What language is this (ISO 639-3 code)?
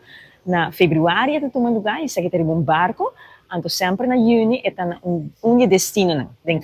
pap